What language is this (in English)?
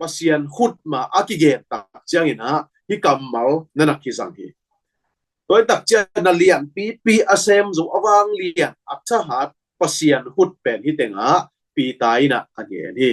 Tedim Chin